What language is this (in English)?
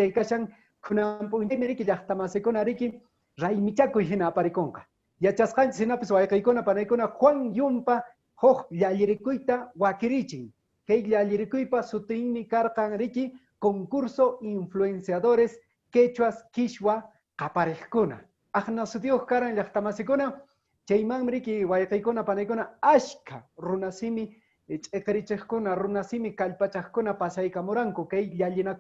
Quechua